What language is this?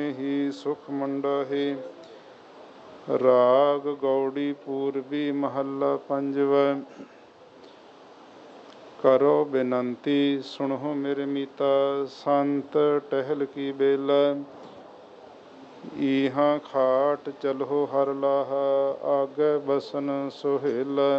Punjabi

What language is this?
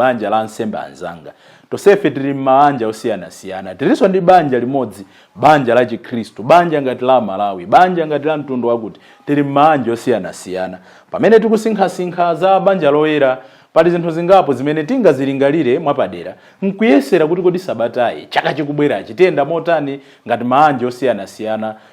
Nyanja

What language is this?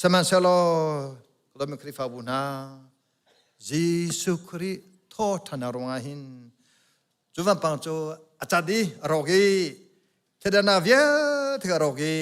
Hakha Chin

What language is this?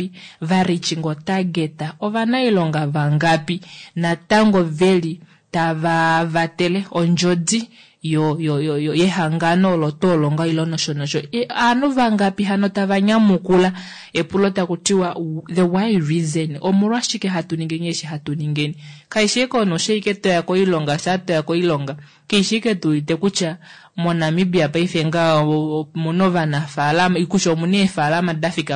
Kuanyama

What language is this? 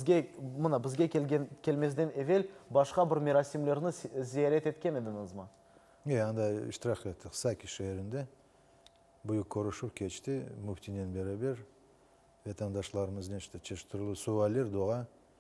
Crimean Tatar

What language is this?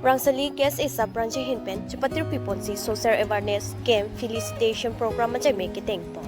Karbi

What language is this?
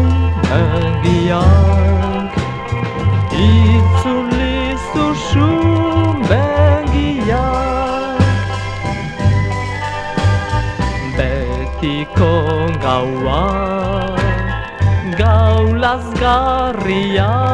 Basque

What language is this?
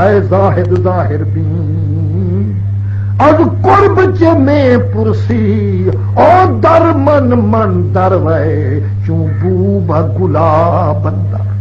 Saraiki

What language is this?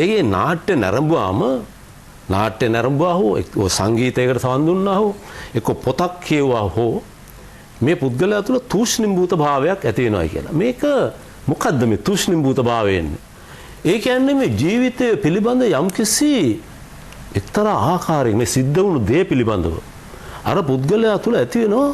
Sinhala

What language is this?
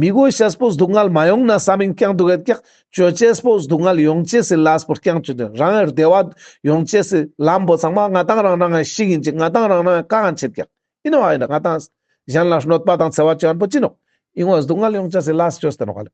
Ladakhi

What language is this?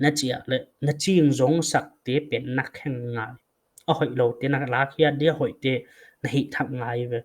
Paite Chin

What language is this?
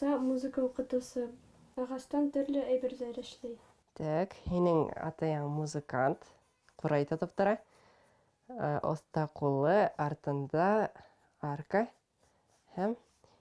Bashkir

